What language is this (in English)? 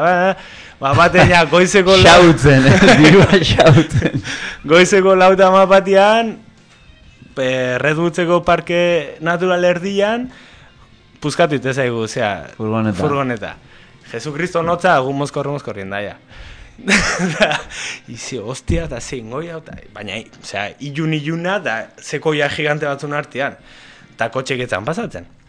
Basque